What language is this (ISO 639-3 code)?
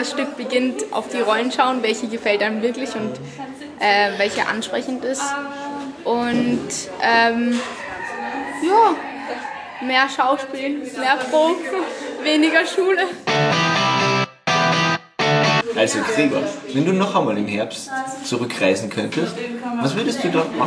deu